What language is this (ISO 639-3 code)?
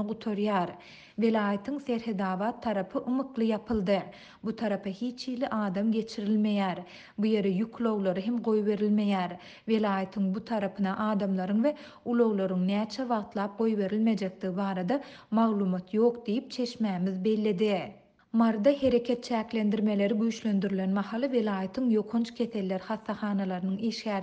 tuk